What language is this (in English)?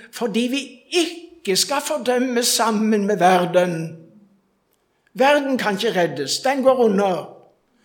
Norwegian